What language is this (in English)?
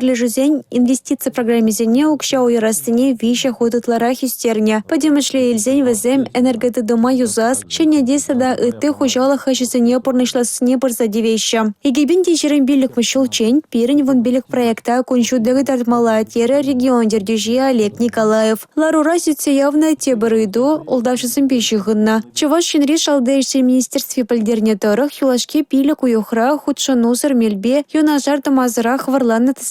Chuvash